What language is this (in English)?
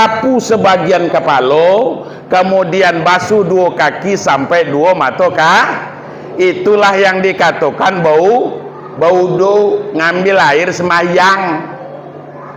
Minangkabau